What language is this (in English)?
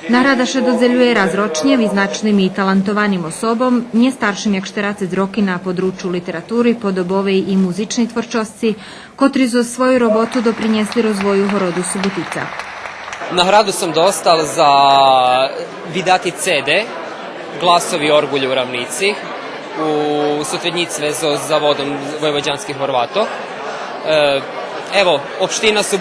Rusyn